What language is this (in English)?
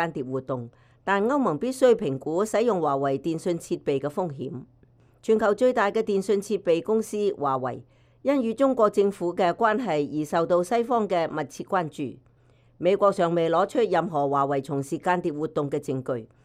Cantonese